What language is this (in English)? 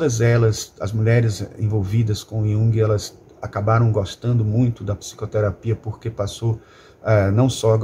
Portuguese